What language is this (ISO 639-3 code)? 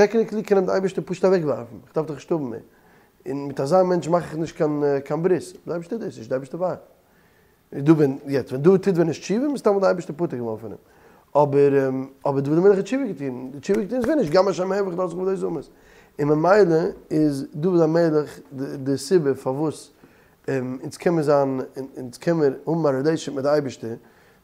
yid